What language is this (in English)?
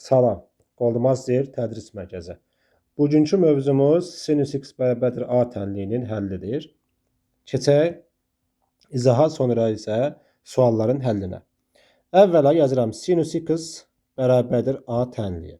Azerbaijani